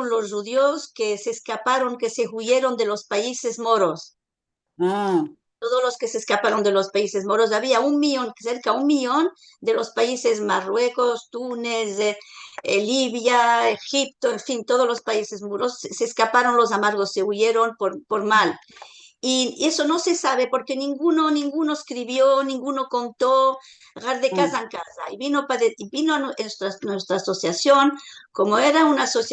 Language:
Ladino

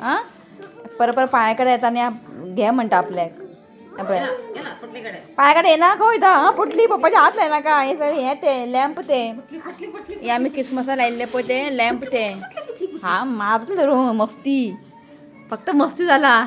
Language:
Konkani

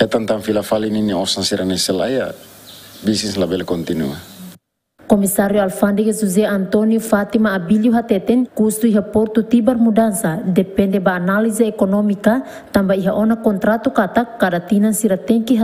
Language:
Tetum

